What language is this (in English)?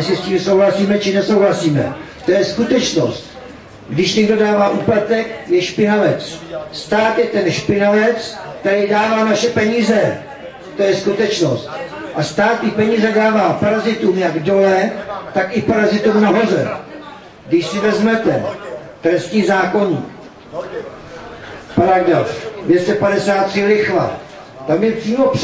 Czech